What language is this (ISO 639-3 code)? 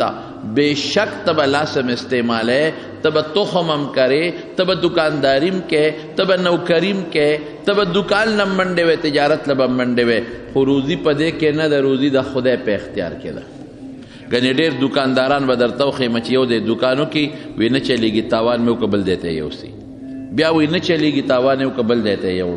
pus